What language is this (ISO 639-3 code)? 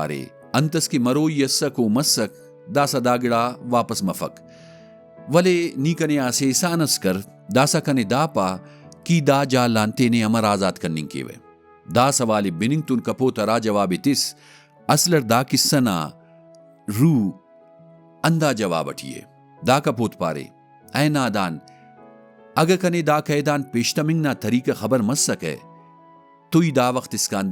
brh